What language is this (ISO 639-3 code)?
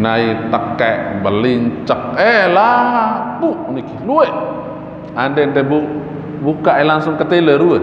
sas